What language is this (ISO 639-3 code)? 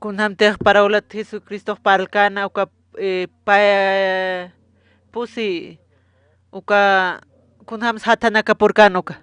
aym